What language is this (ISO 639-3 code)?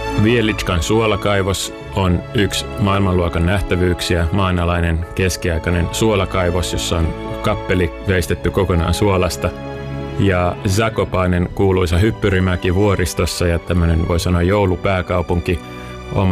fin